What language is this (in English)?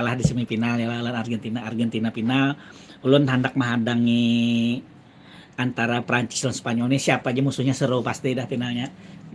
Banjar